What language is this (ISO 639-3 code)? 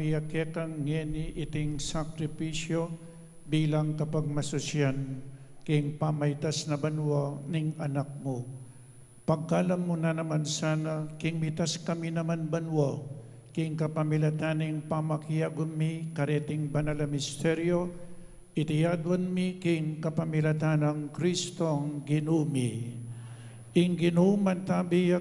pam